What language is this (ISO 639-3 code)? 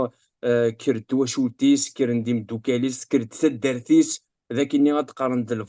kab